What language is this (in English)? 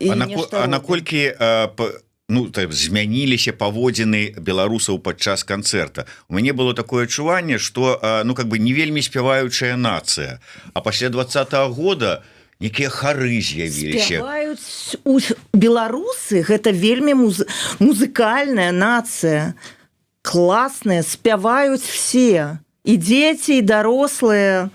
Belarusian